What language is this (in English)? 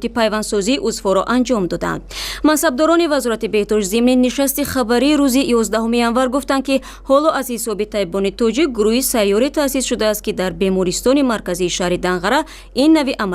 Tajik